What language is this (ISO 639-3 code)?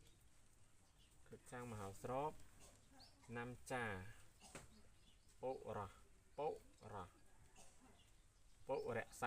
khm